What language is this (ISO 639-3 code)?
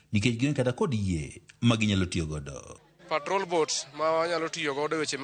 luo